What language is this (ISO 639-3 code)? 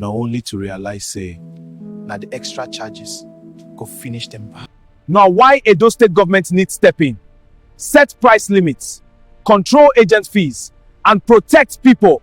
pcm